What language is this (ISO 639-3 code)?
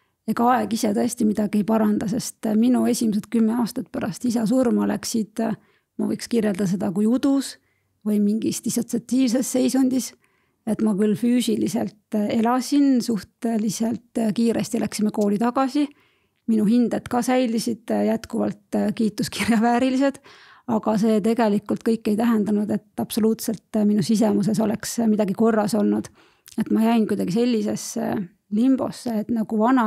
est